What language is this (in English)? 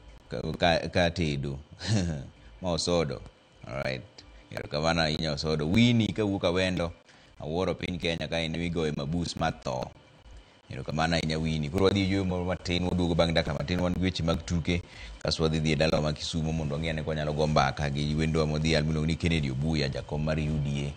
Luo (Kenya and Tanzania)